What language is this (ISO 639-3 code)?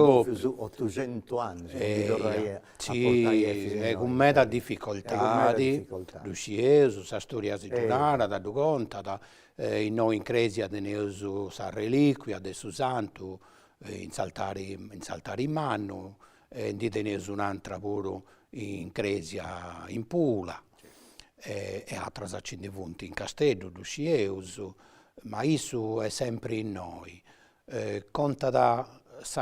srd